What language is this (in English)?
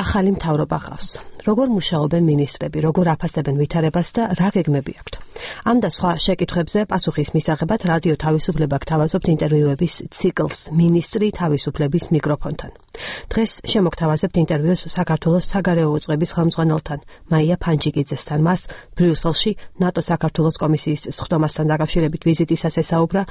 Georgian